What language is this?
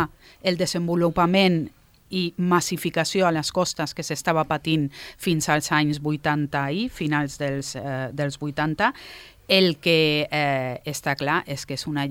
Catalan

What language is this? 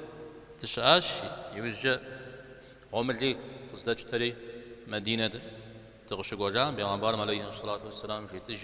Kabardian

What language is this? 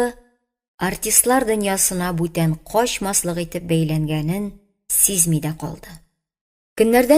Tatar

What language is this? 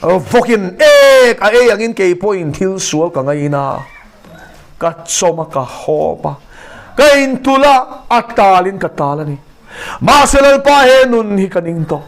Mizo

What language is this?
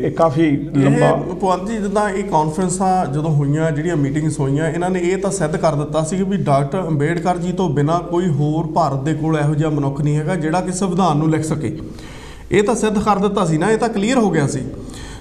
Punjabi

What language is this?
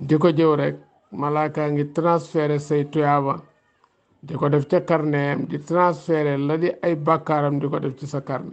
Wolof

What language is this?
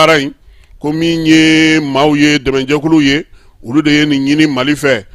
Bambara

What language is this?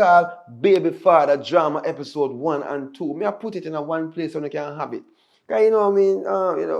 Jamaican Creole English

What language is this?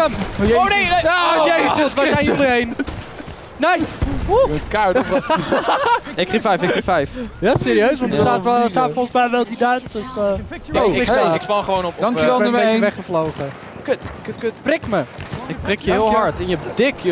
Dutch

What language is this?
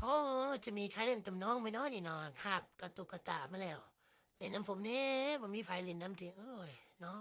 Northeastern Thai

